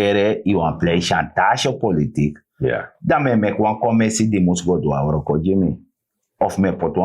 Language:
Sranan Tongo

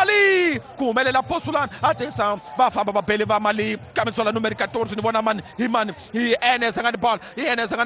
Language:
Tsonga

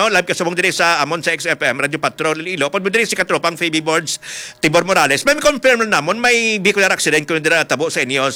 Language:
Hiligaynon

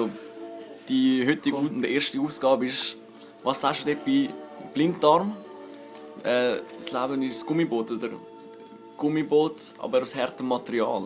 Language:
Swiss German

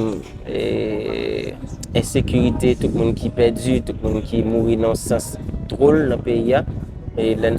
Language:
Haitian Creole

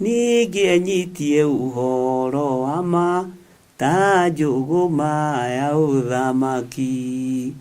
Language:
Kikuyu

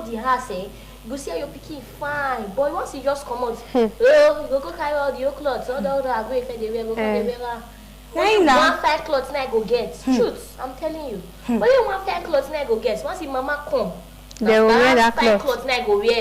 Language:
Nigerian Pidgin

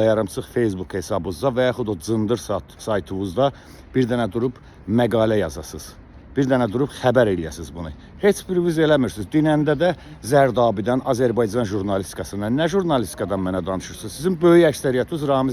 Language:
Azerbaijani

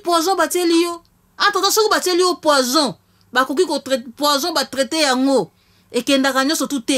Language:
Lingala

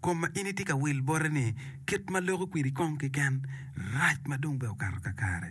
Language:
Acoli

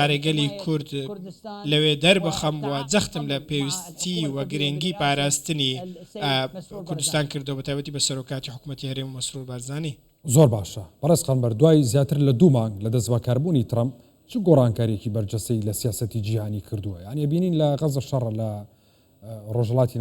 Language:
Central Kurdish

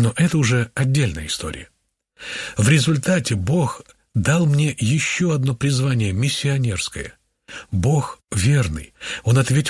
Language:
Russian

